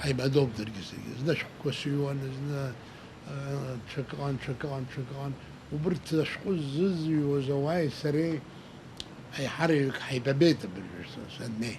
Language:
Abkhazian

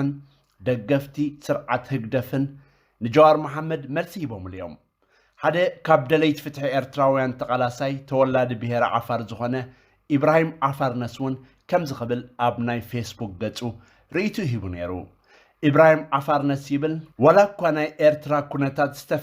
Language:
Tigrinya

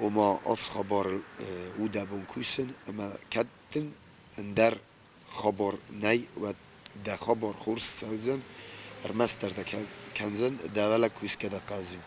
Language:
Ossetic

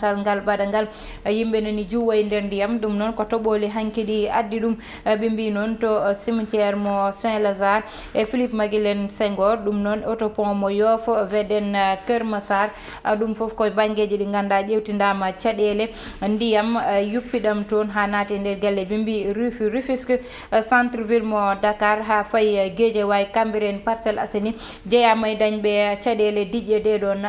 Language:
Fula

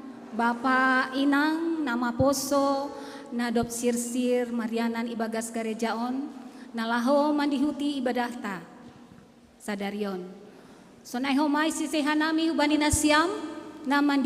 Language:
Batak Simalungun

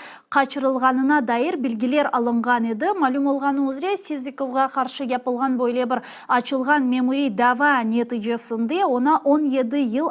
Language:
Crimean Tatar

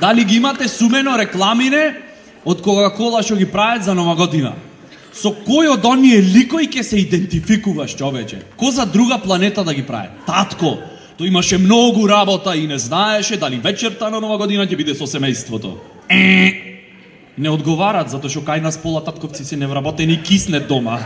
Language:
Macedonian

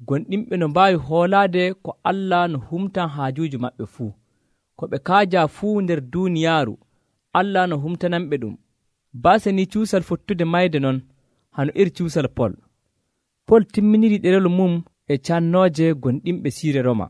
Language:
Nigerian Fulfulde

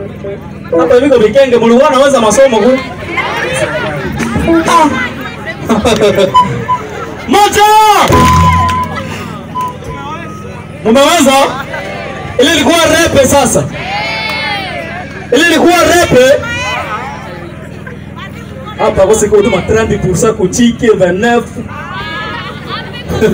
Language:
Swahili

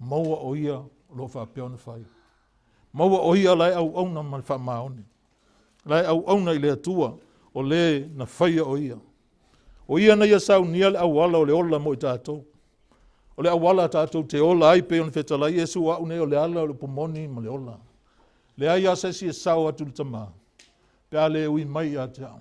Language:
Samoan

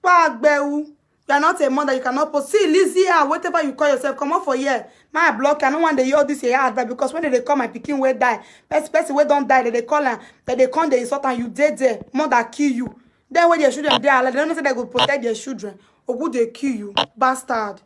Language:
Nigerian Pidgin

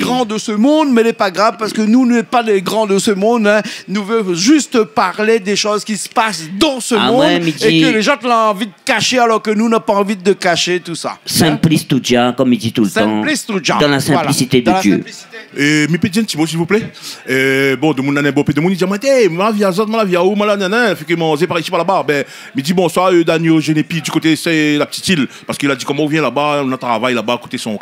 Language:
Réunion Creole French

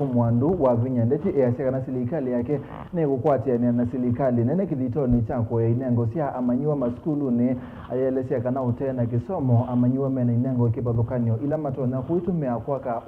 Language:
Kamba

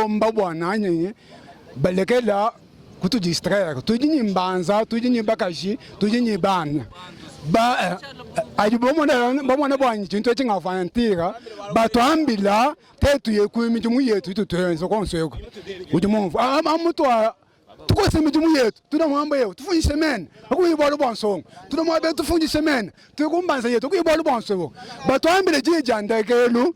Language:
Luba-Lulua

